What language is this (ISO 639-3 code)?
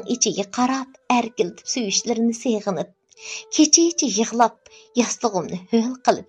uig